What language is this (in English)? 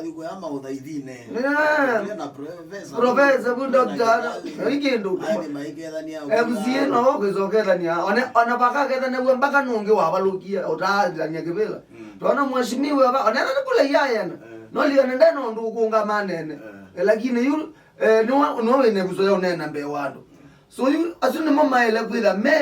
Kamba